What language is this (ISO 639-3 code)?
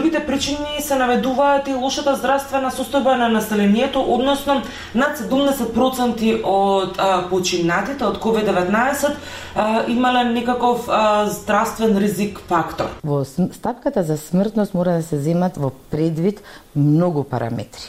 mkd